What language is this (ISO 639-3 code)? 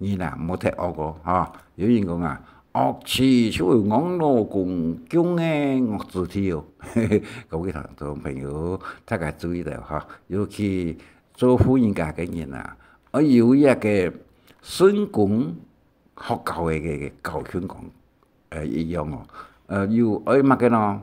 hak